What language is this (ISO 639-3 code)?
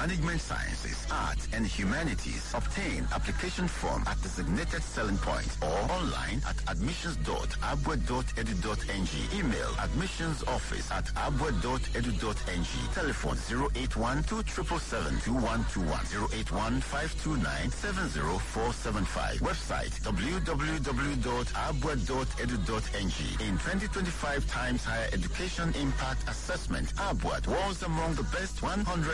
eng